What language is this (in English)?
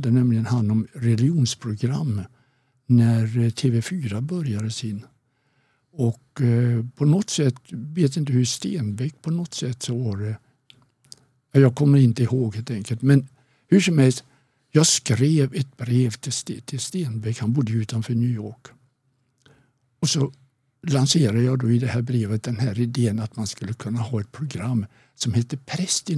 Swedish